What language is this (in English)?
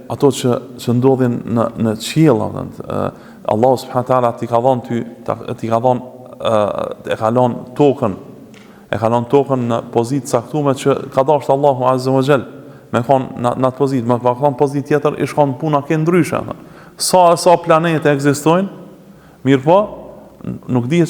Albanian